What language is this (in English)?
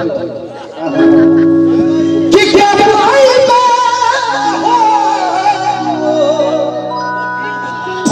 Bhojpuri